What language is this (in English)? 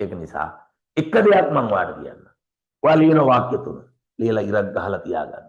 Sinhala